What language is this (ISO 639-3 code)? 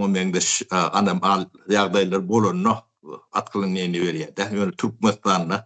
tuk